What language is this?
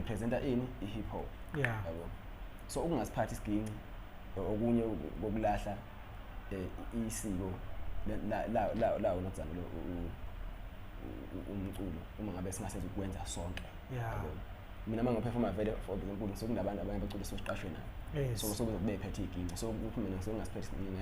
Zulu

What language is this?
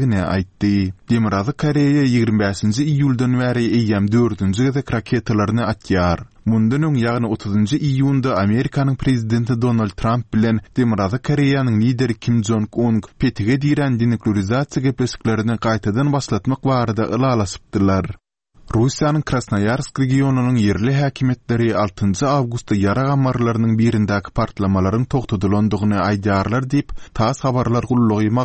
Turkmen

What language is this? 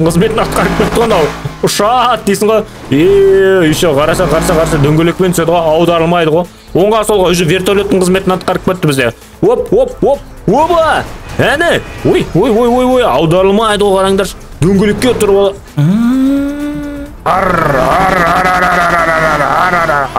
Kazakh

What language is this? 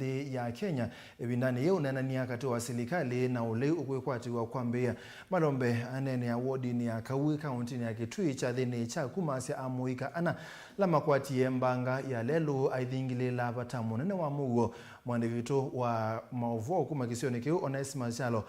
Kamba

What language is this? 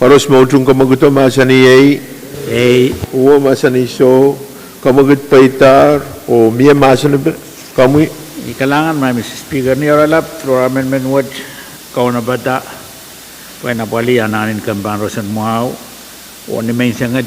Pohnpeian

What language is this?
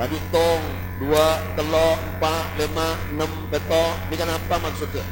Madurese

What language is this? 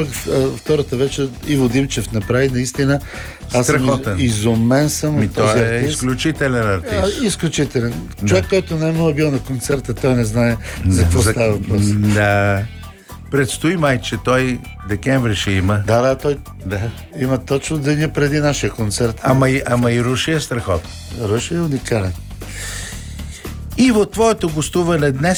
Bulgarian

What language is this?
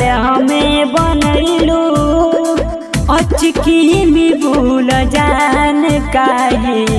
Bhojpuri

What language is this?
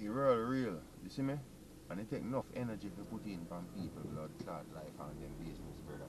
Jamaican Creole English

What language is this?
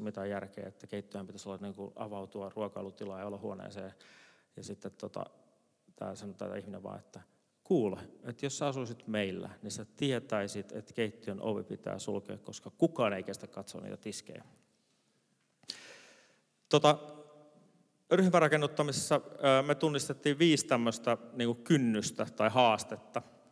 Finnish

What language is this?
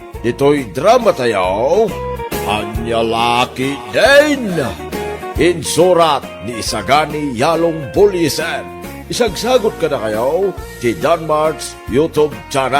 Iloko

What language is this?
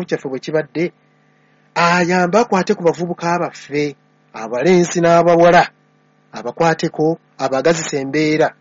Ganda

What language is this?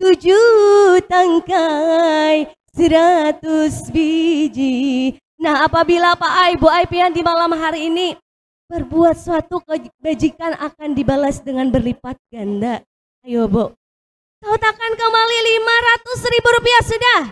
Banjar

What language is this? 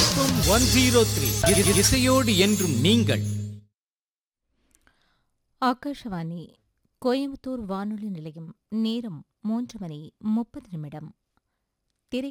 Tamil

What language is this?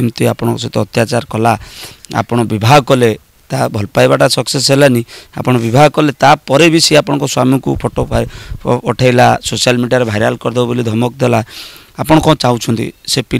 Odia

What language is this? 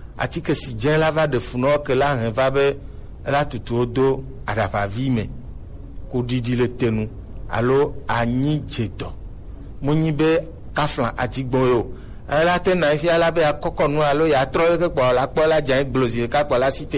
Gen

